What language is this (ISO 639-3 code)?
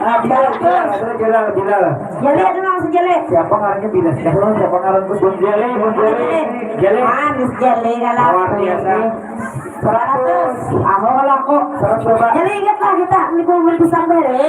bjn